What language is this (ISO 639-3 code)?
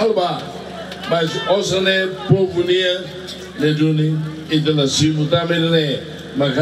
tet